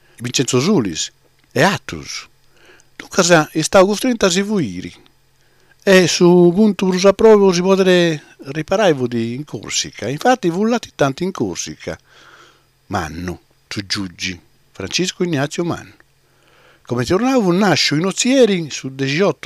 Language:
Sardinian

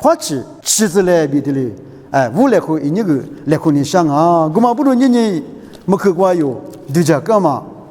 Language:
Lisu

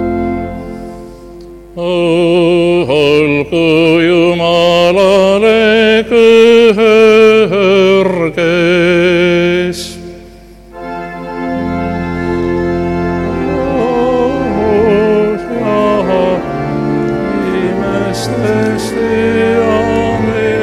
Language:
Estonian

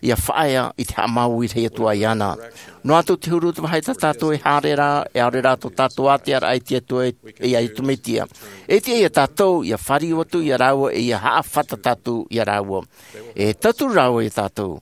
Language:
Tahitian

